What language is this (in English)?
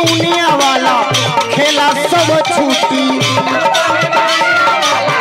Bhojpuri